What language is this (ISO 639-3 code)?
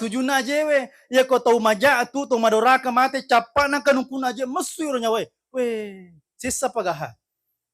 bug